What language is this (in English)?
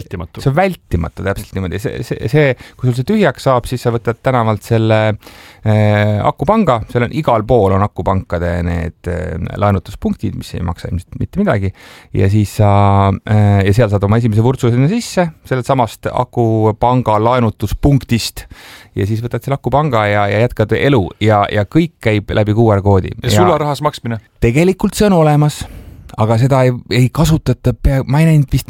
Estonian